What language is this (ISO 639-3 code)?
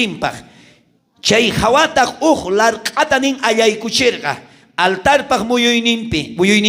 quh